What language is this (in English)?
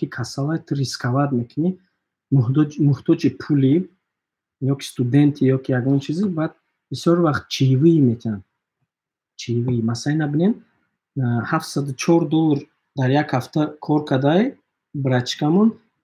Tajik